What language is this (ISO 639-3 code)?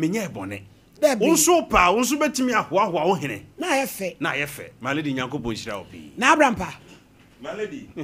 aka